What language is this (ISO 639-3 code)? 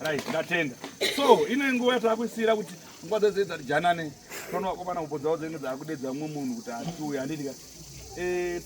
sna